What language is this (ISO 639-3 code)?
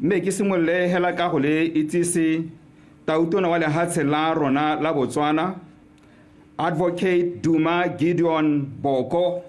tsn